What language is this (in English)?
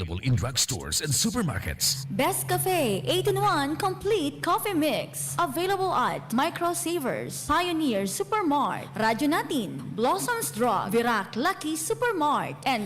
Bikol